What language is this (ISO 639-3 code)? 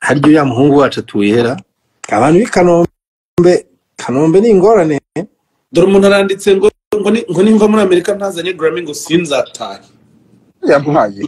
kin